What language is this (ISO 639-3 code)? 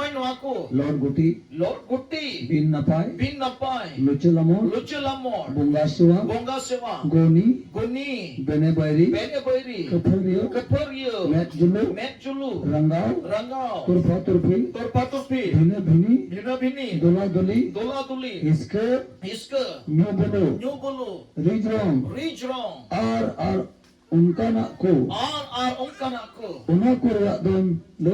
sat